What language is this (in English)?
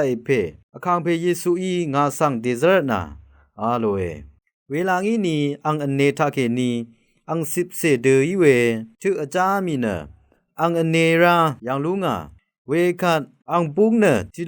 Rawang